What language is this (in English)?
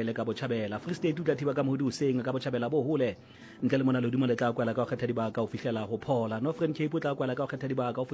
Southern Sotho